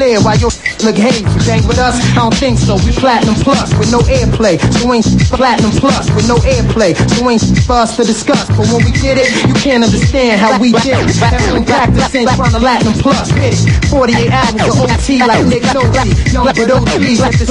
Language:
English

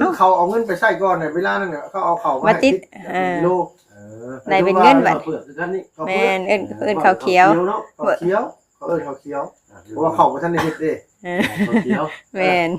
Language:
Northeastern Thai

